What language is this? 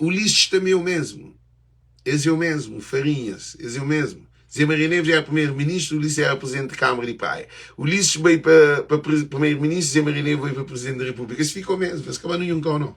Kabuverdianu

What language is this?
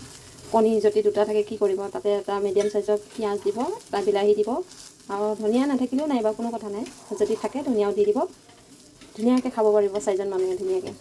Assamese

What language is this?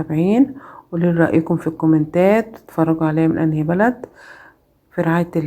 Egyptian Arabic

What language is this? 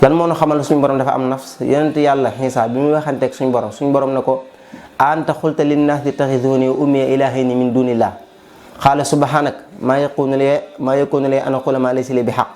Wolof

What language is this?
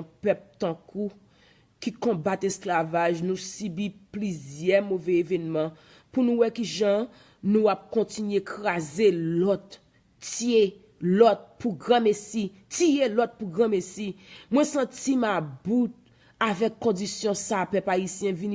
Haitian Creole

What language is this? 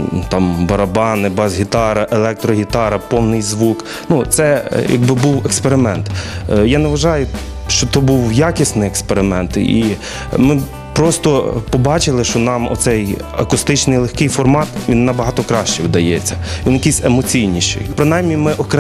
Ukrainian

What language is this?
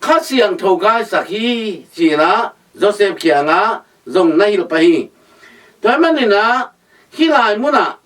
Tedim Chin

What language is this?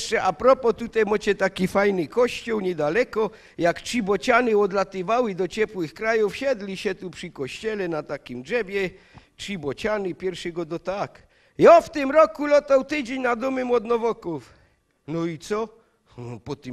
Silesian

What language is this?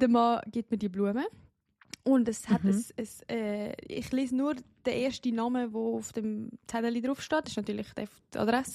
Swiss German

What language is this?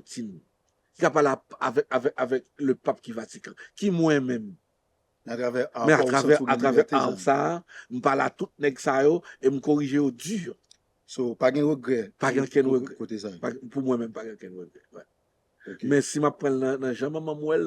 Haitian Creole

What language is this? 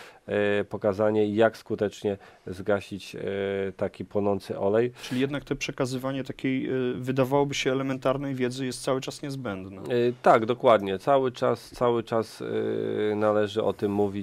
Polish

